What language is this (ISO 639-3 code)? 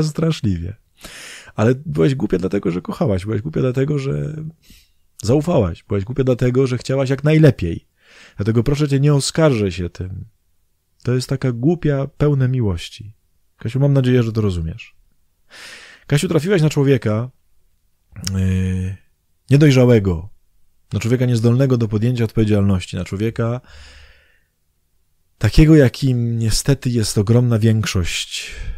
pol